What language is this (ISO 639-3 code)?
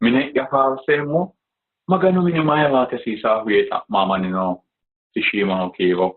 sid